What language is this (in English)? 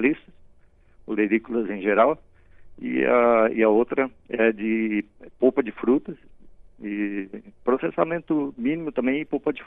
Portuguese